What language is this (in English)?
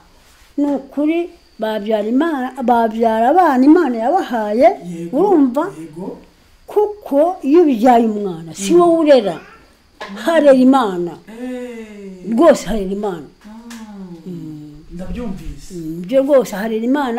Kinyarwanda